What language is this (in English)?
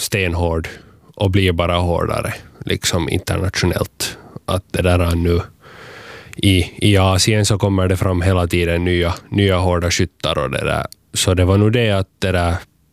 Swedish